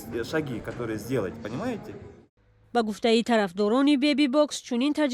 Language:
Tajik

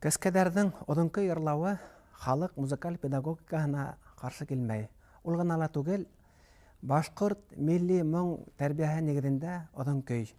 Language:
Bashkir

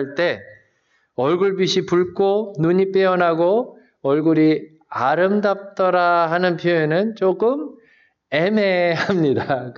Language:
Korean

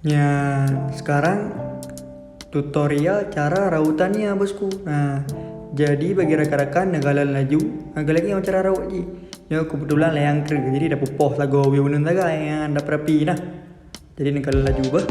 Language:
Achinese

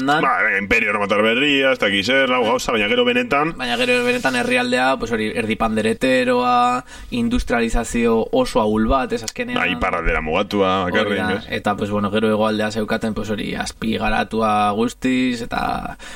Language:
Basque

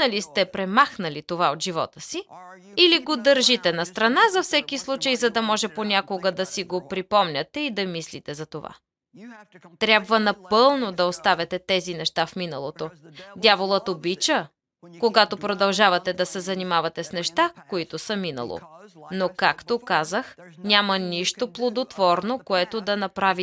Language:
Bulgarian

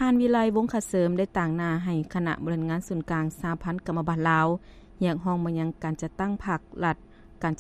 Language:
Lao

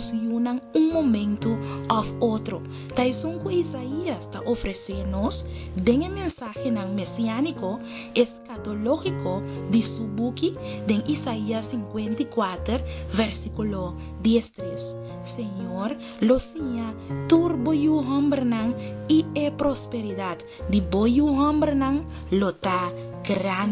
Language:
Papiamento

